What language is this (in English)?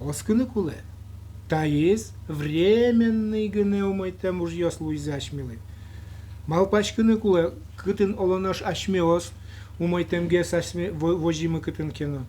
Udmurt